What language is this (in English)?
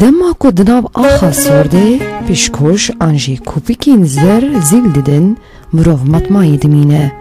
Kurdish